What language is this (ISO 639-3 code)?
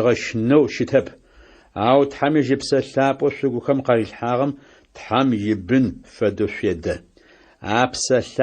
ady